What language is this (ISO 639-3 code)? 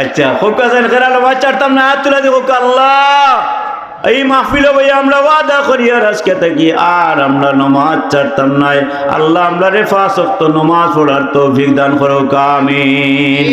syl